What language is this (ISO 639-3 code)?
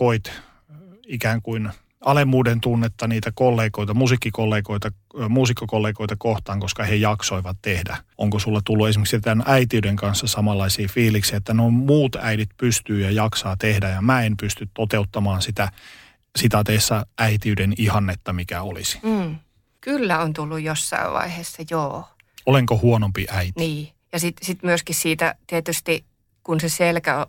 fin